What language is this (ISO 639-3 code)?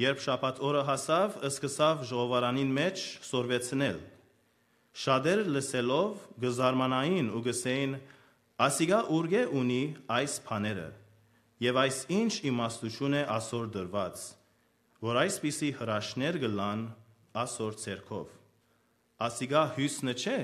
hyw